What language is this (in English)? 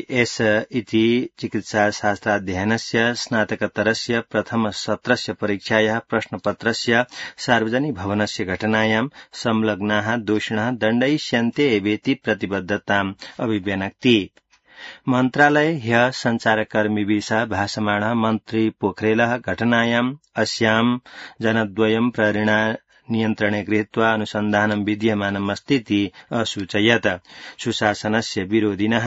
Sanskrit